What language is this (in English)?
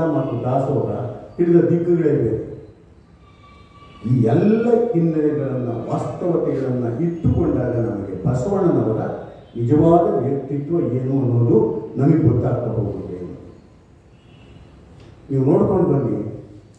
Kannada